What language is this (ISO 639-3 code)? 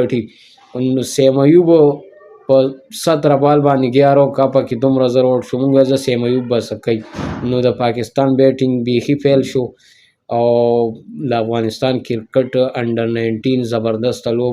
pus